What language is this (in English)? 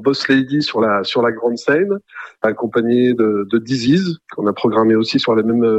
French